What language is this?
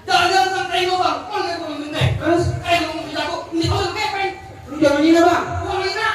Betawi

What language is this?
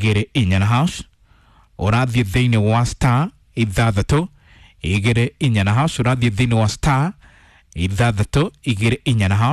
Kikuyu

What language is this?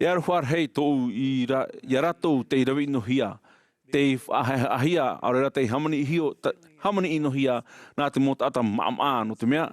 Tahitian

